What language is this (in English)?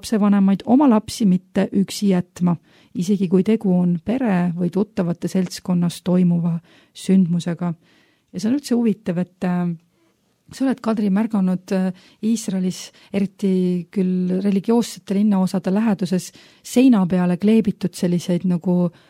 Estonian